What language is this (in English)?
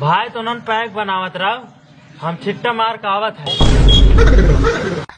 Awadhi